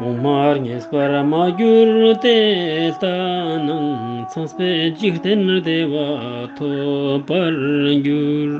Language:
Ladakhi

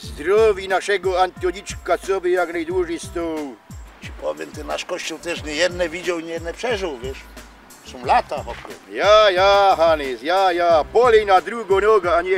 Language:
Silesian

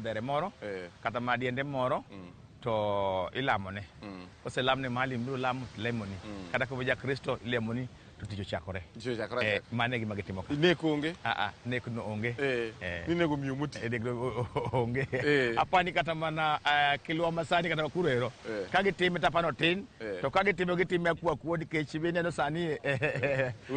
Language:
Luo (Kenya and Tanzania)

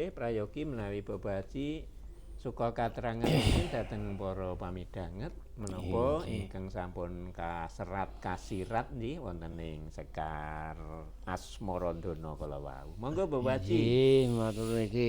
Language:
Javanese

